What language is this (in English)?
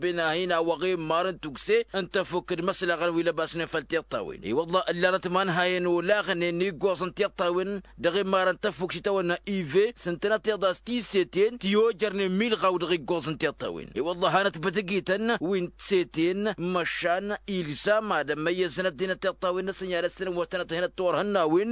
Tamasheq